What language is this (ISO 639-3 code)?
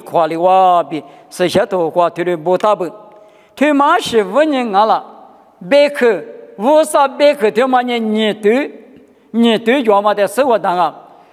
lis